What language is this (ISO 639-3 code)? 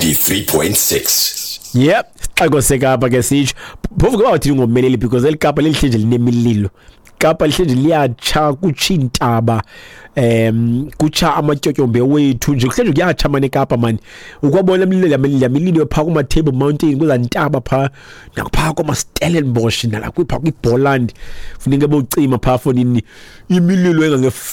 xho